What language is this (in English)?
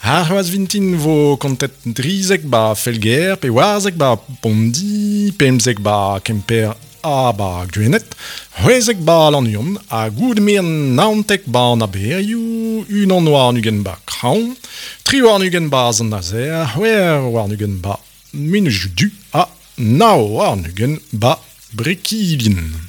Breton